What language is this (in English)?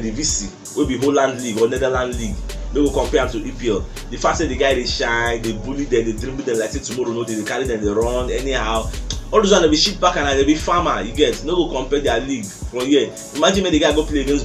Nigerian Pidgin